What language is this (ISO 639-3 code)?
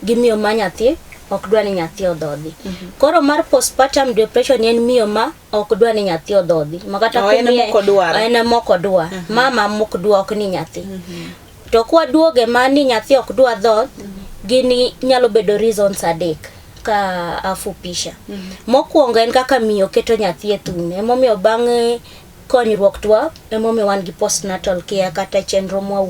luo